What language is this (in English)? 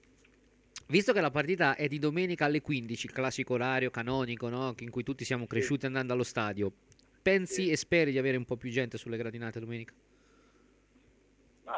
Italian